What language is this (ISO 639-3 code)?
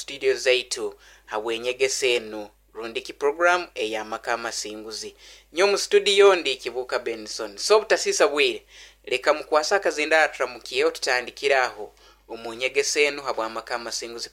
nyo